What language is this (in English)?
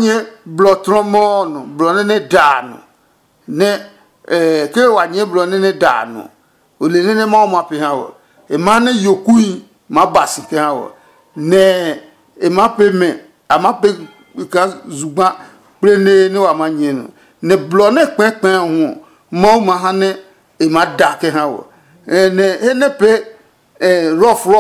Adangme